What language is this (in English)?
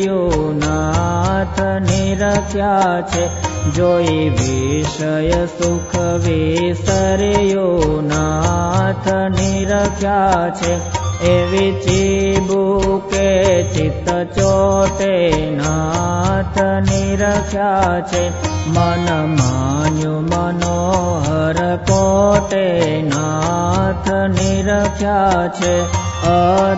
Gujarati